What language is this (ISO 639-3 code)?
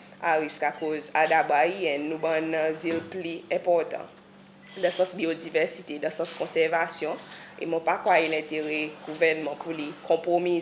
crs